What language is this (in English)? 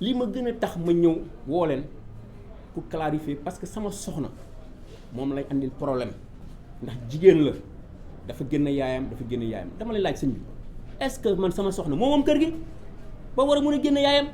Wolof